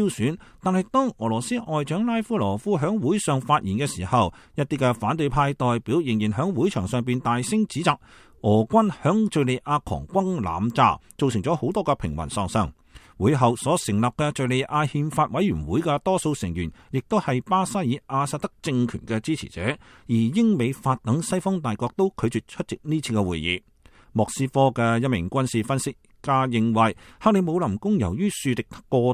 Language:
Cantonese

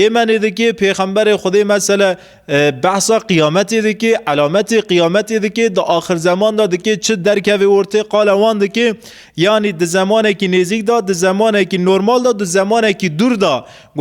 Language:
Kurdish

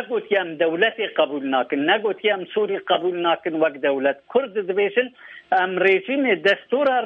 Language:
Kurdish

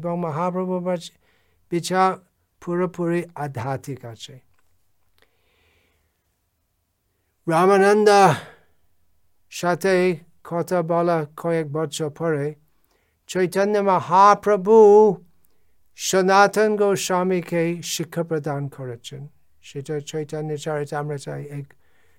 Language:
Bangla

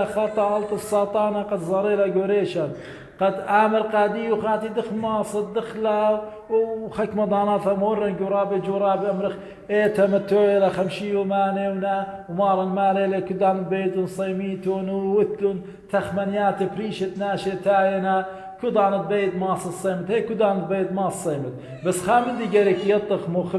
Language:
Assyrian Neo-Aramaic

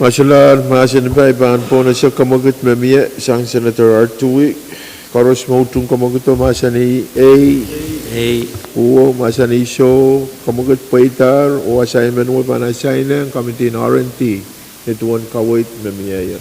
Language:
Pohnpeian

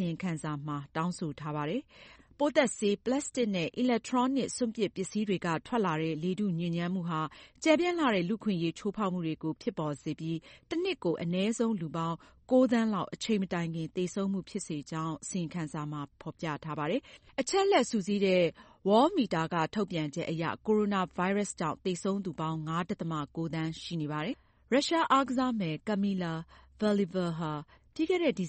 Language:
Burmese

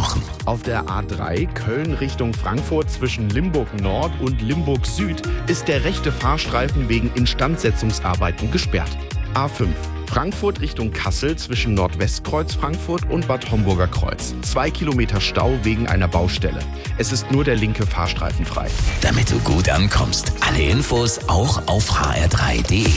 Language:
German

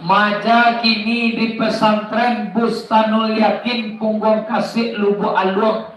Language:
Minangkabau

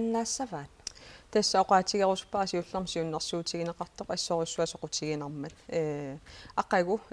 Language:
Kalaallisut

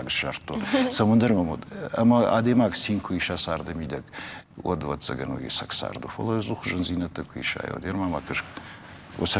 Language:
Ossetic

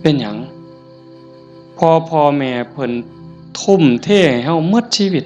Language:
Northeastern Thai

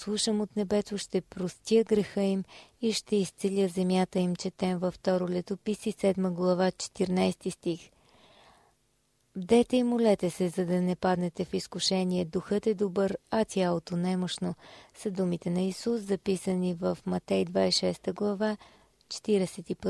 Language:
Bulgarian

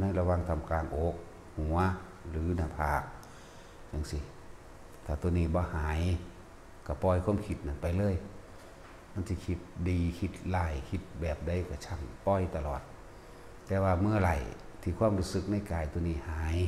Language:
Northeastern Thai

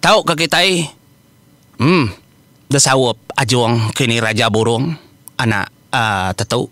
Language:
Iban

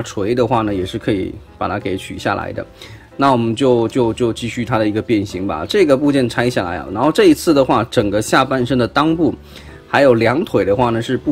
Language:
Chinese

